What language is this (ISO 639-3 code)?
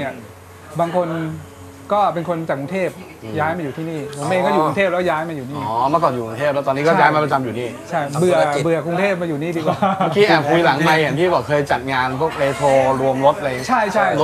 tha